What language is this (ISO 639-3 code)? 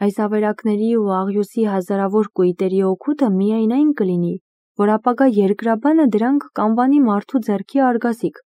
hye